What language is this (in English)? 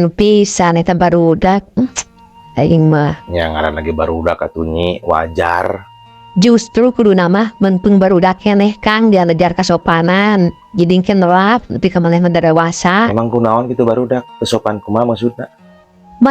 Sundanese